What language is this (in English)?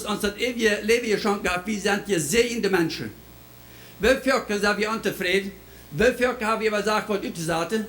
Plautdietsch